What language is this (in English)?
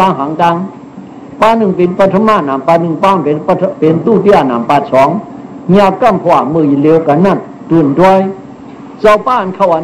Shan